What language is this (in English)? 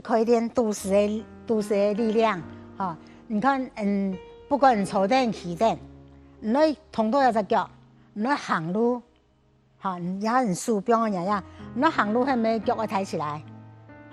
Hakka Chinese